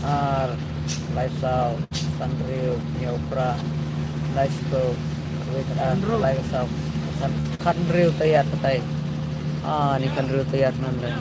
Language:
Khasi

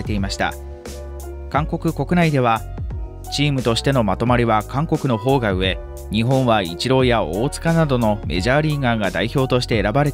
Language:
Japanese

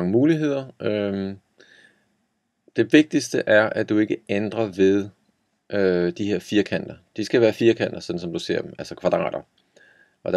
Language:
Danish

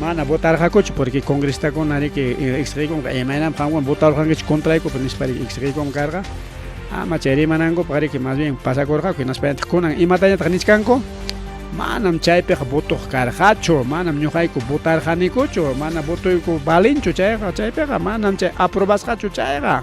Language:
Ayacucho Quechua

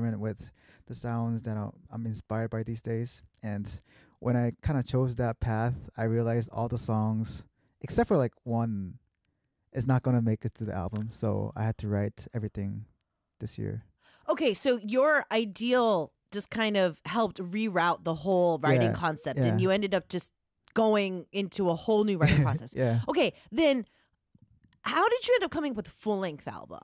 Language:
English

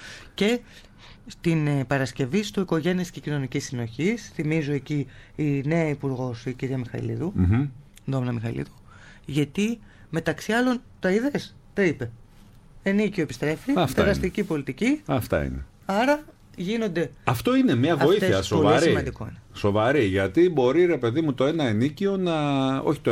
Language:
Greek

